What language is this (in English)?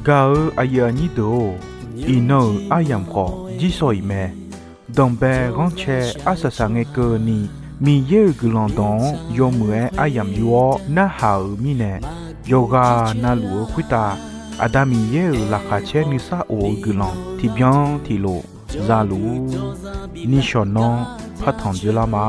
Akha